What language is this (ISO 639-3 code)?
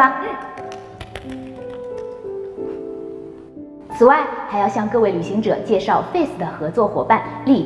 zho